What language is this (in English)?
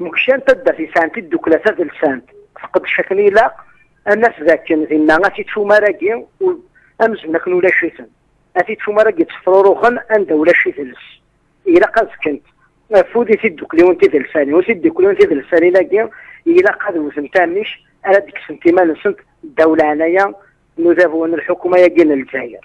Kabyle